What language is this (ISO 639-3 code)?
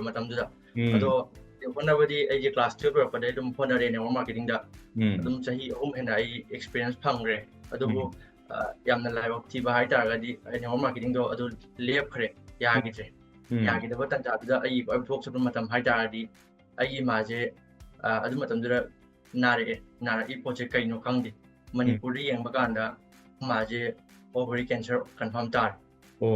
mni